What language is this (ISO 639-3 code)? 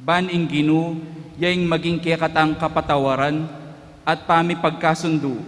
pam